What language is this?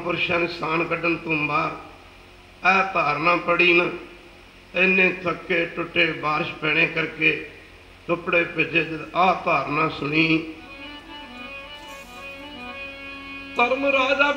Punjabi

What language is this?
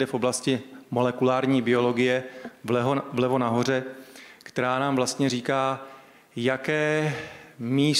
Czech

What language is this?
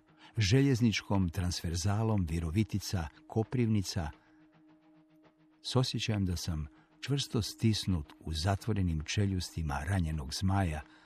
Croatian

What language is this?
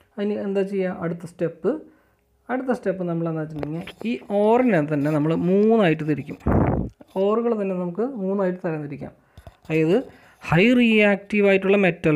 Malayalam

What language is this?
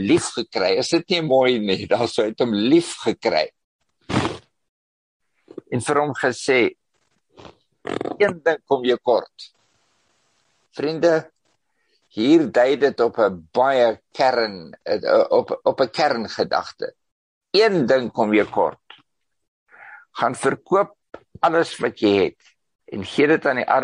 Afrikaans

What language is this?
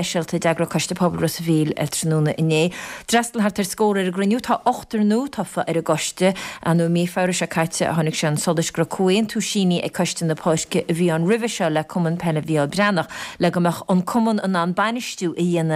Irish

